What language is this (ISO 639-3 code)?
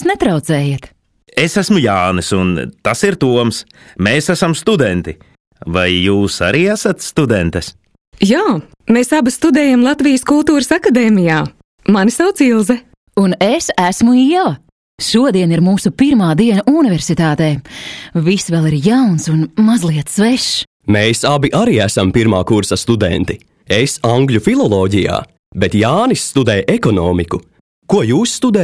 lav